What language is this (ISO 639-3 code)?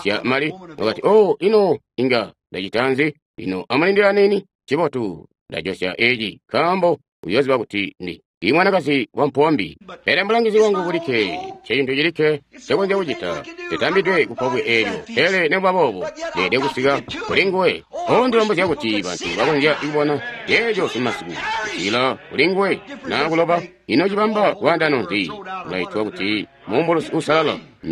toi